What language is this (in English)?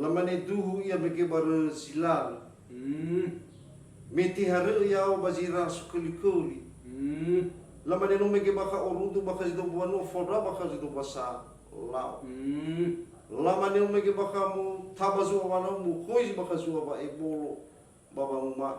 Nias